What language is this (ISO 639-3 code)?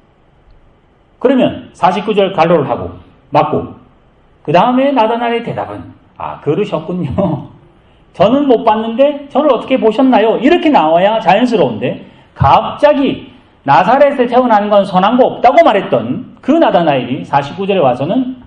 kor